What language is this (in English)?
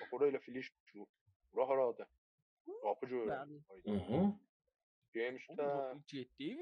South Azerbaijani